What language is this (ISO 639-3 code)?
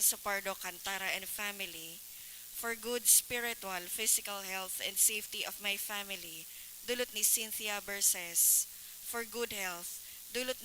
bik